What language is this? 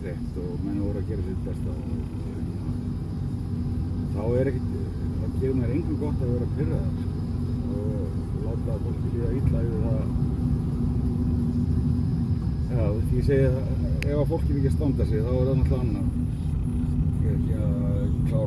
Icelandic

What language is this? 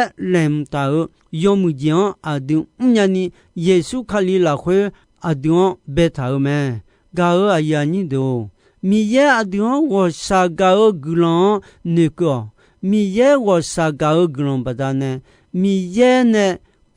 Akha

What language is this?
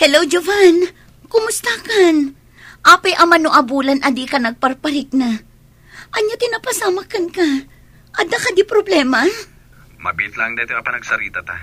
Iloko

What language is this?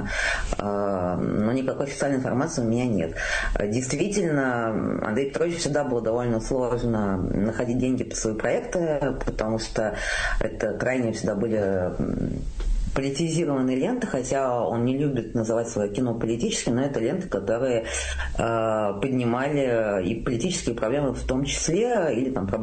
Russian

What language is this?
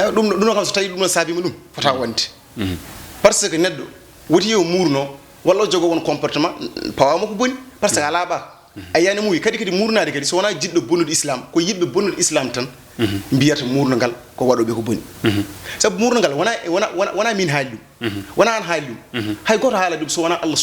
Fula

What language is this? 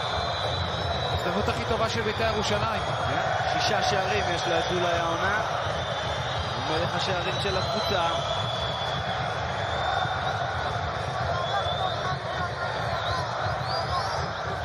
Hebrew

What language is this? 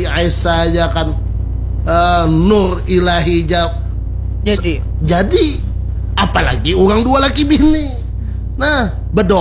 Banjar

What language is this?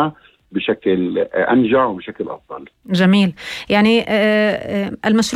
North Levantine Arabic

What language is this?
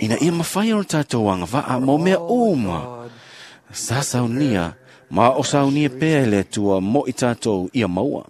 Samoan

